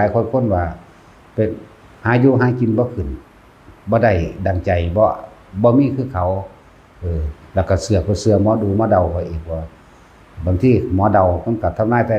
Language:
Northeastern Thai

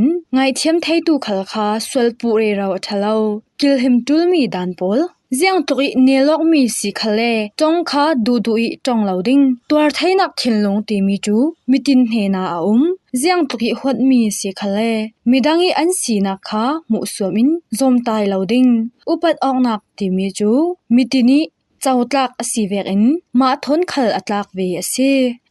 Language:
Falam Chin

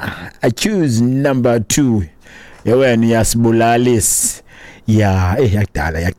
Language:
Xhosa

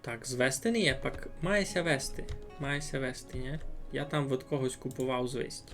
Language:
Rusyn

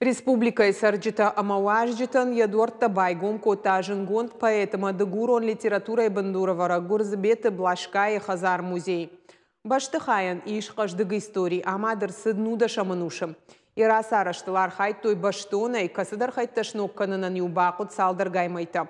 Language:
Ossetic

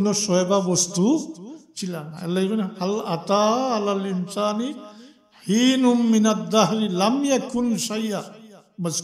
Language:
Sylheti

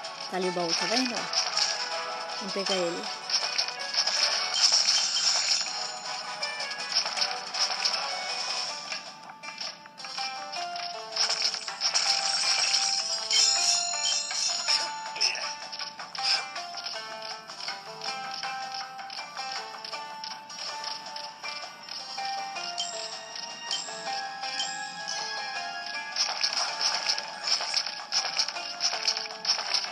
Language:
Portuguese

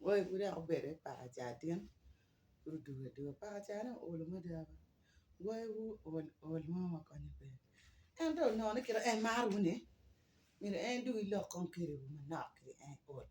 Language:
Acoli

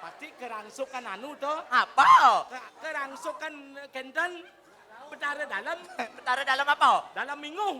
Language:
Balinese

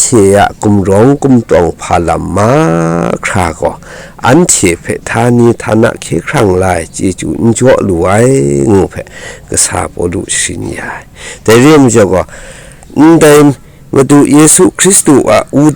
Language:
Kachin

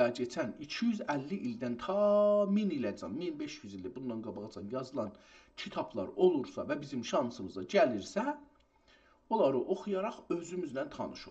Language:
South Azerbaijani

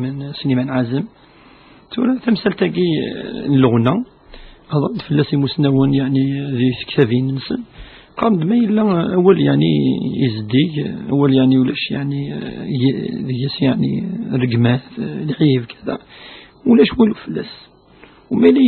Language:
Kabyle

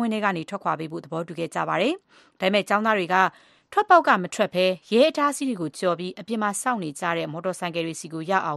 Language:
Burmese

